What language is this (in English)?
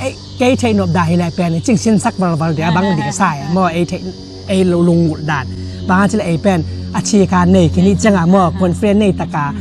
Tedim Chin